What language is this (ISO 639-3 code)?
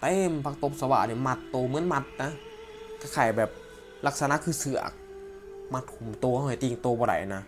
lao